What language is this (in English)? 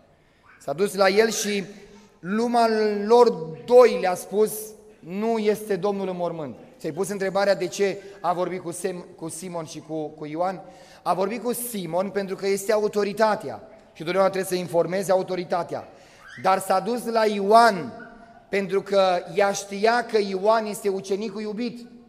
Romanian